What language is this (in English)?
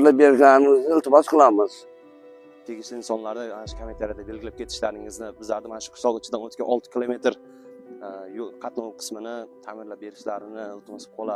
Uzbek